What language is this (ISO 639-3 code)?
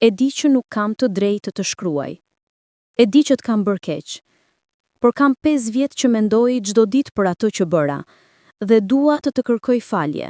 sqi